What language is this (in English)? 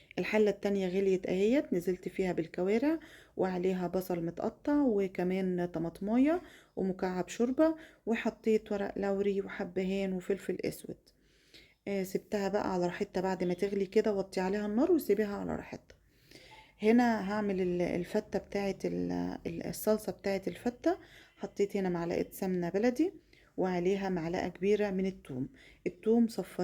Egyptian Arabic